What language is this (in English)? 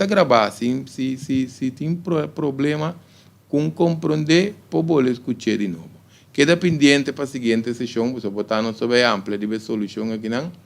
Papiamento